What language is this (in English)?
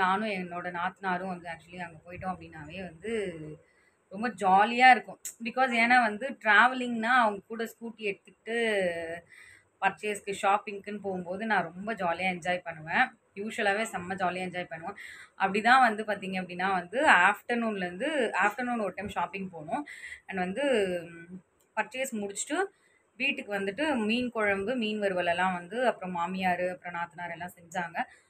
Tamil